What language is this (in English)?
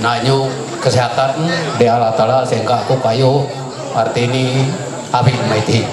Ma'anyan